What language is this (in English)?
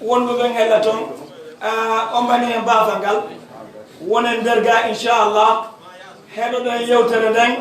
Pular